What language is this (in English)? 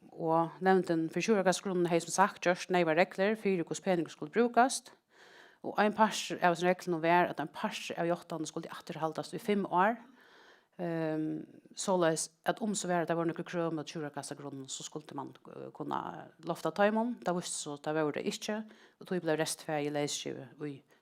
Faroese